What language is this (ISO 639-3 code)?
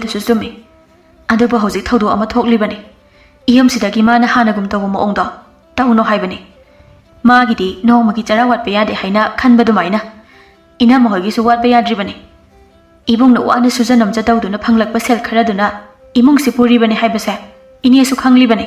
mni